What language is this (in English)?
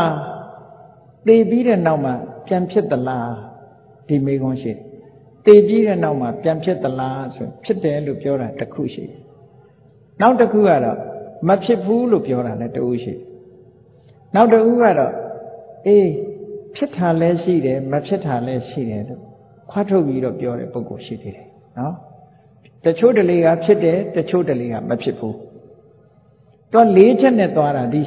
Burmese